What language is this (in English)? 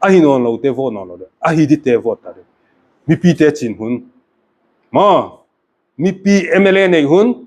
Paite Chin